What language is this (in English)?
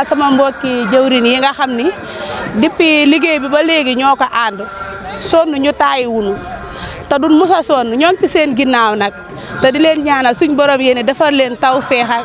Wolof